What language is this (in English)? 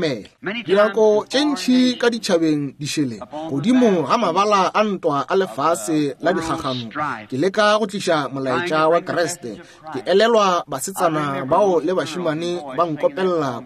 Northern Sotho